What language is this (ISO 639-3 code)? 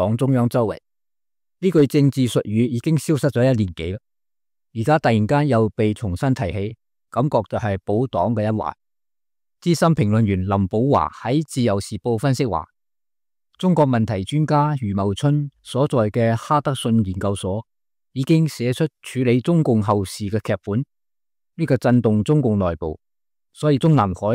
yue